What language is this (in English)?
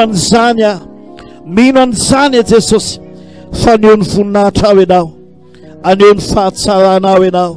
Malagasy